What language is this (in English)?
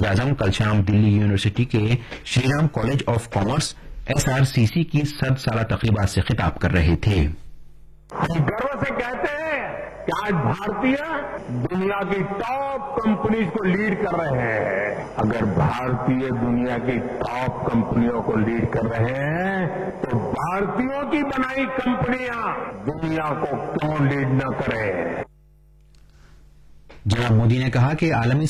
Urdu